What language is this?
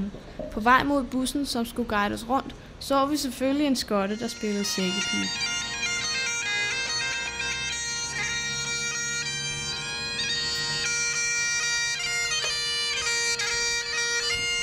Danish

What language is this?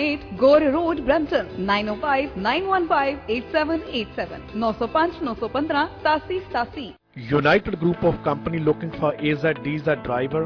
Punjabi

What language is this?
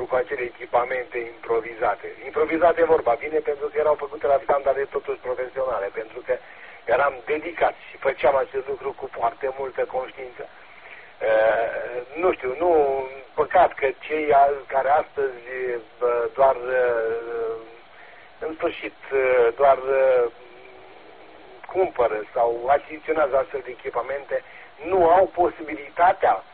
Romanian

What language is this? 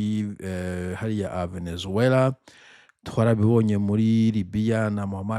Rundi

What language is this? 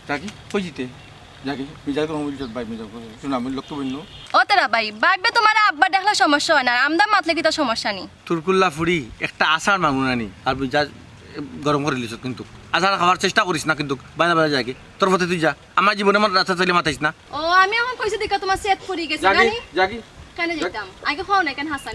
Sylheti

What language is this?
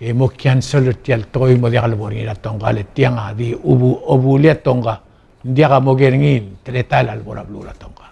Palauan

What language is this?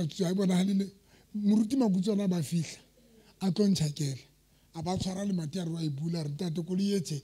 Southern Sotho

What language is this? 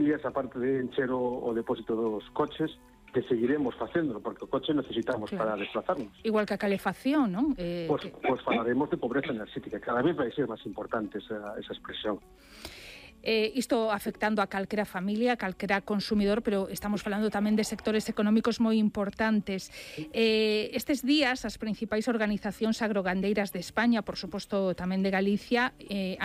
Galician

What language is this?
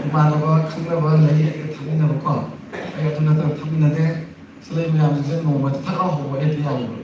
Manipuri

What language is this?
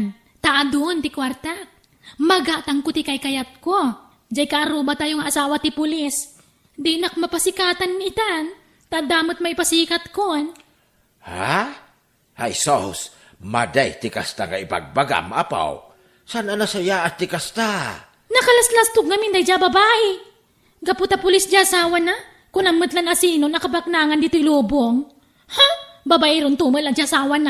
Iloko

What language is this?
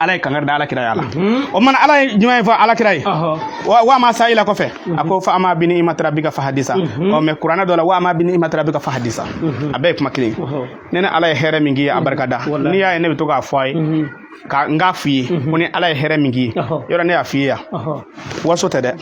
Bambara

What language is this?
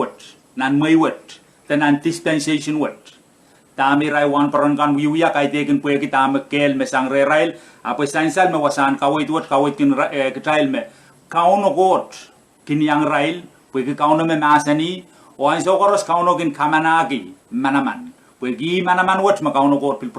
Pohnpeian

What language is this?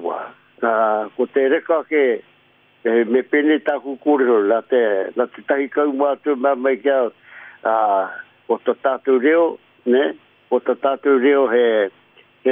Māori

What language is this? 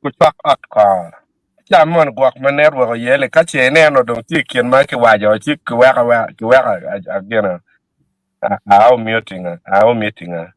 Acoli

